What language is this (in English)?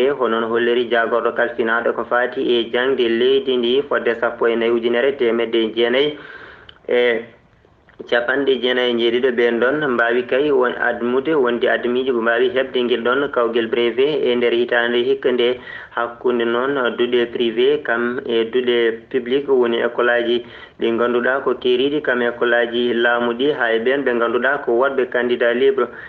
Fula